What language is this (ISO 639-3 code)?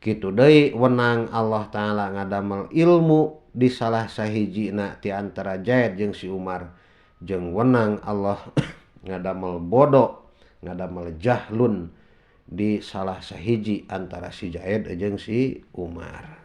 sun